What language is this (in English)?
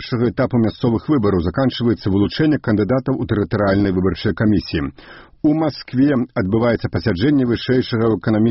Belarusian